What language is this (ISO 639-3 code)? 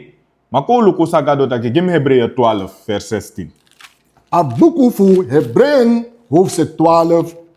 srn